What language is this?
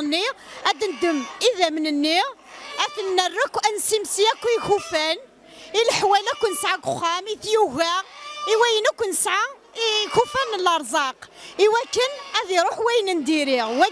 Kabyle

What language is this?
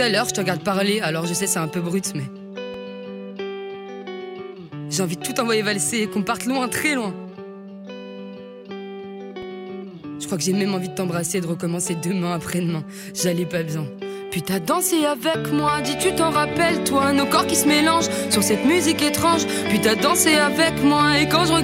French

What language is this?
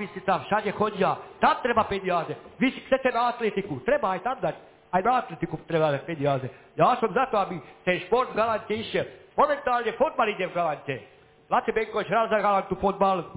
Slovak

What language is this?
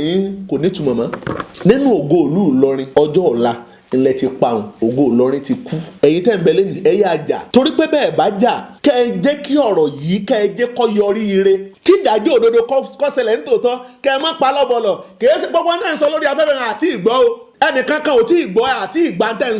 Yoruba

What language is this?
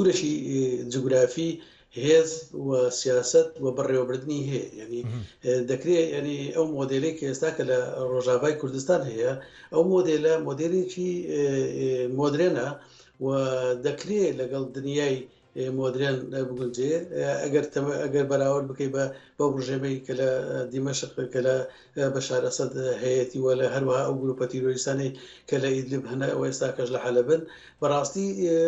Central Kurdish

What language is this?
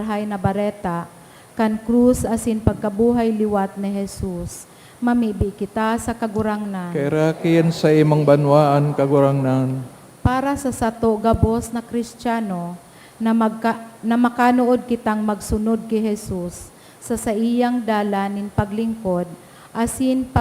Bikol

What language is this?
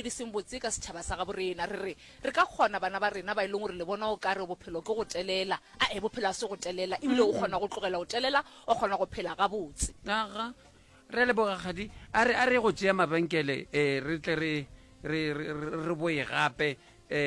Northern Sotho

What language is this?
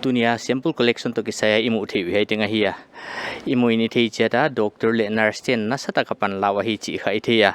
Paite Chin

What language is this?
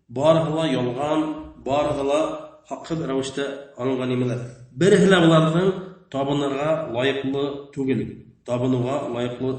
Bashkir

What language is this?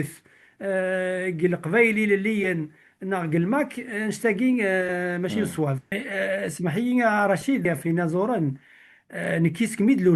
Kabyle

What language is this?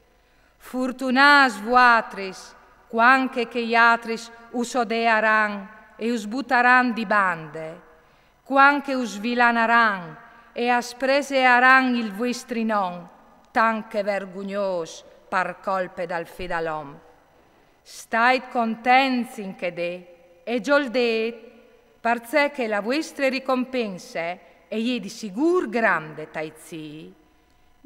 Friulian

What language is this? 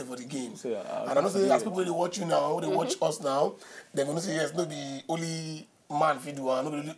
Nigerian Pidgin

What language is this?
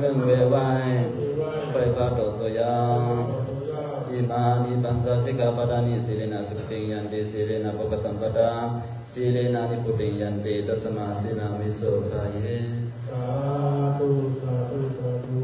Shan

